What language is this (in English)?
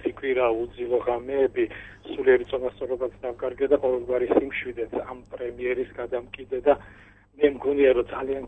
Georgian